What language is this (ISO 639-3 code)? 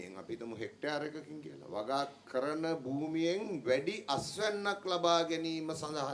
sin